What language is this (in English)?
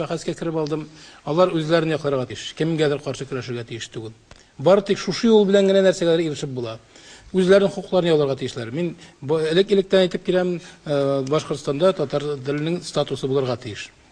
Bashkir